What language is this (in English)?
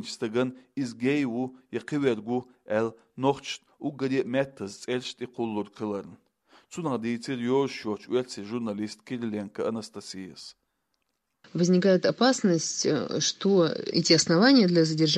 Chechen